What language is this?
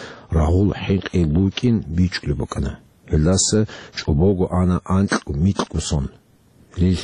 Avaric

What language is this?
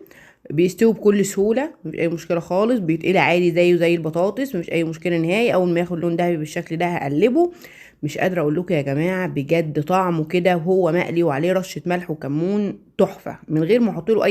Egyptian Arabic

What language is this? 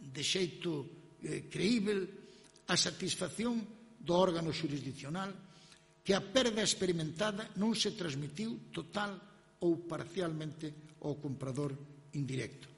Galician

